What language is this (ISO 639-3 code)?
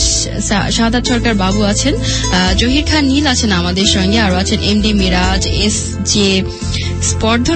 ben